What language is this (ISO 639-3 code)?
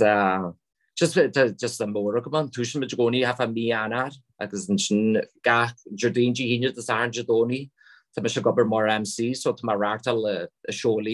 gle